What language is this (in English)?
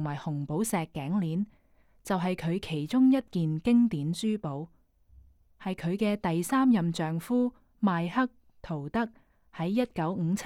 Cantonese